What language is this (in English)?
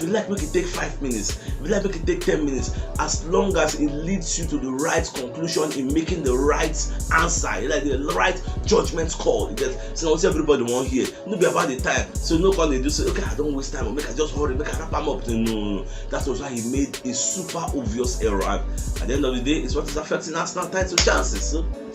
Nigerian Pidgin